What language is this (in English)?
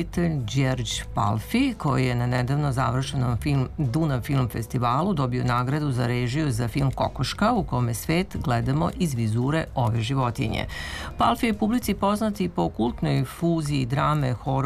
Serbian